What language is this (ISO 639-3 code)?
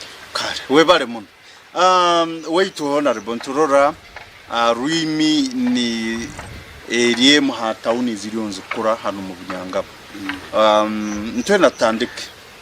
nyn